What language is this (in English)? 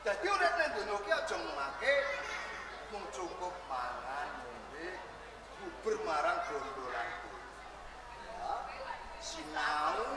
Javanese